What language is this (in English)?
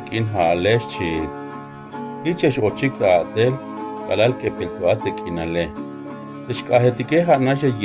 Tzeltal